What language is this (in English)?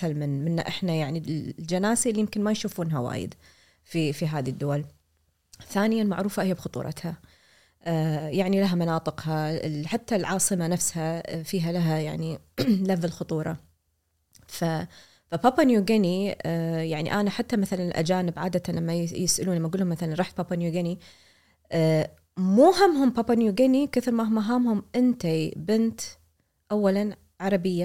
Gulf Arabic